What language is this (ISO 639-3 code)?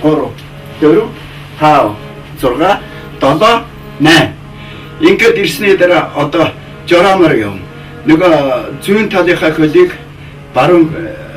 mon